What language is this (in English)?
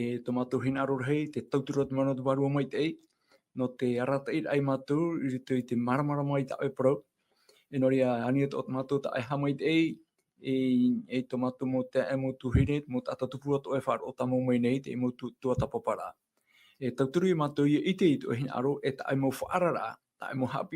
Tahitian